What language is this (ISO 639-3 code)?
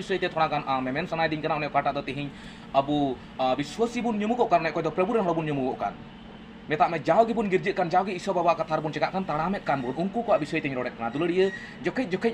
sat